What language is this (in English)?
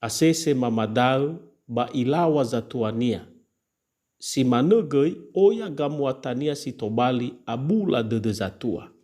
Nias